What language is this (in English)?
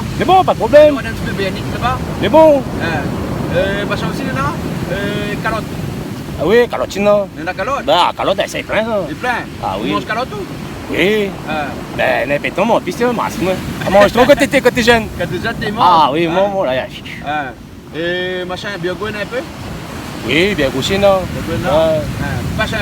Réunion Creole French